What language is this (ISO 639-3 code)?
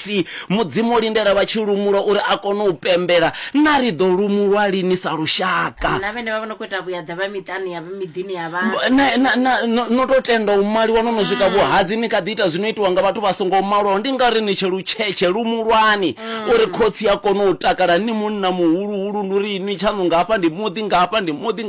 ven